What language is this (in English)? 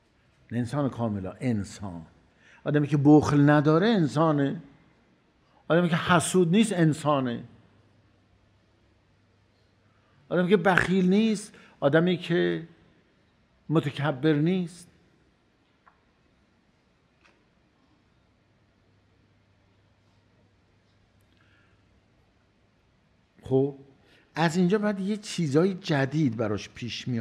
Persian